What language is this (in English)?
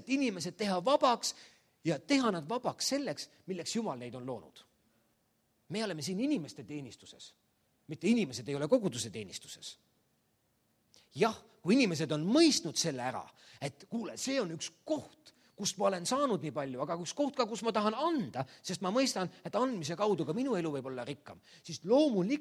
Estonian